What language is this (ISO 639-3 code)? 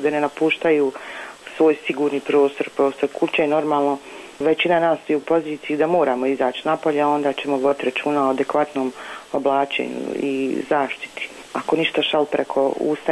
hrv